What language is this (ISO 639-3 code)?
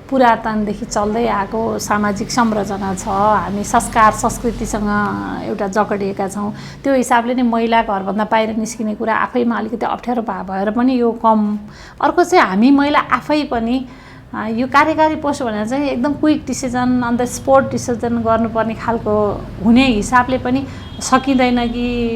nep